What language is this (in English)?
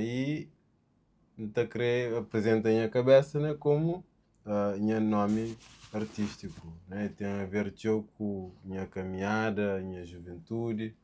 Kabuverdianu